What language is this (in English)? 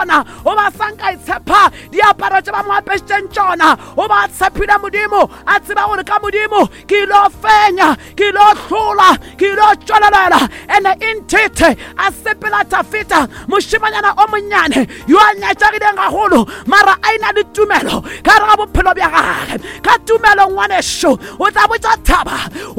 Northern Sotho